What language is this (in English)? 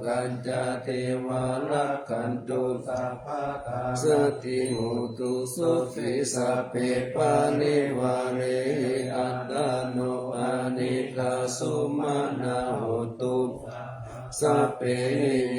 Pali